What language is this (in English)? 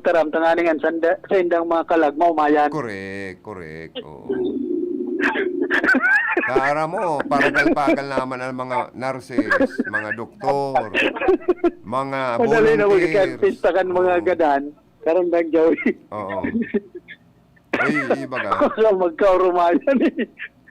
Bikol